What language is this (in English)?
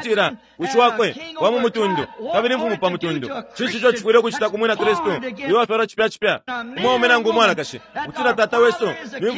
Bemba